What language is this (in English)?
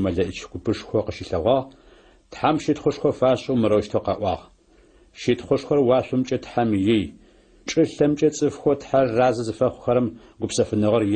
Adyghe